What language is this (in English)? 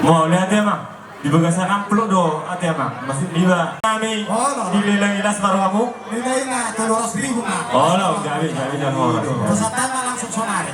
Batak Toba